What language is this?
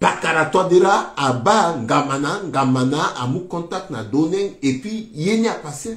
Sango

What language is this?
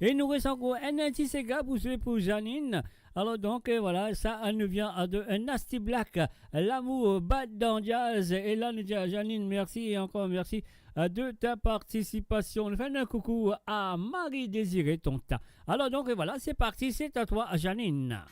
Morisyen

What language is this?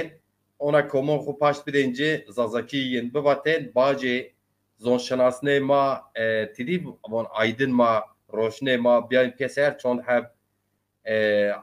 Zaza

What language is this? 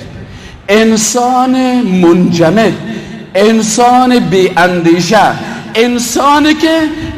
Persian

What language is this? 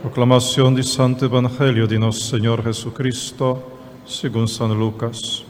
Papiamento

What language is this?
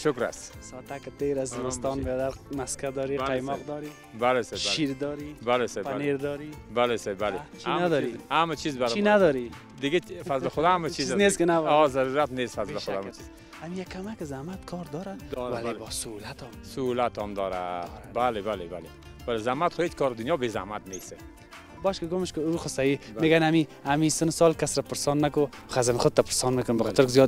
Persian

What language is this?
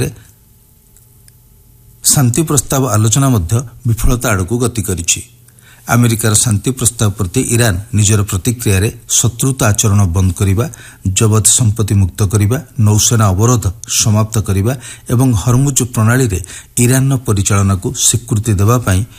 Odia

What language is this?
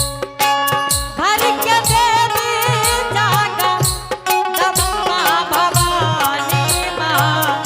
Angika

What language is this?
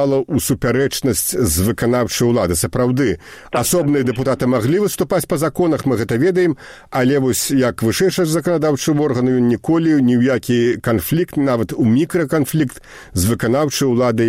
Belarusian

